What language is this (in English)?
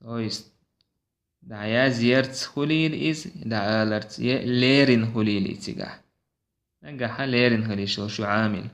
Chechen